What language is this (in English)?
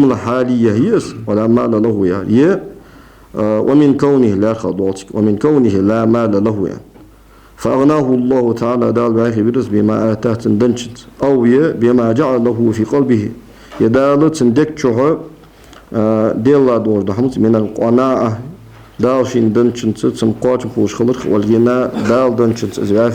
Ingush